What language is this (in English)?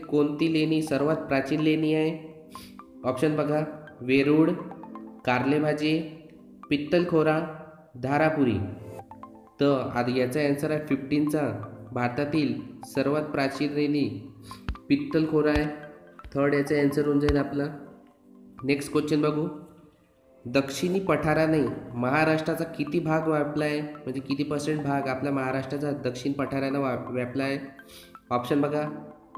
Marathi